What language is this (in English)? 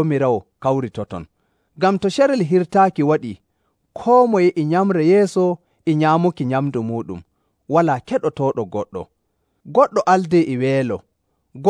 Nigerian Fulfulde